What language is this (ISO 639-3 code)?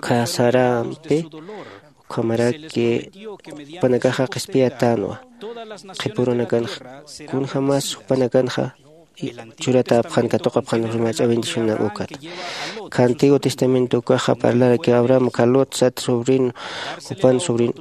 aym